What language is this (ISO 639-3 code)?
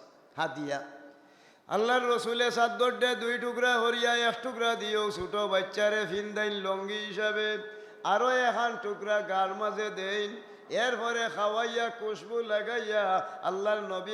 syl